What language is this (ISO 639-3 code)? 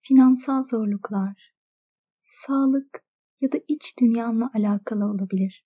tur